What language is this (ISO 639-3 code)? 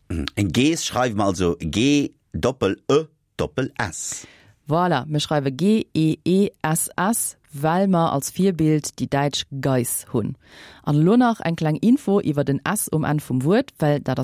ltz